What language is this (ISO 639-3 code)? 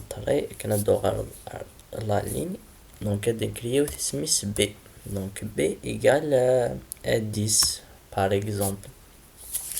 kab